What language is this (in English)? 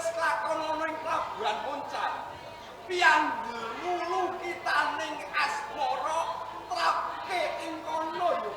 Javanese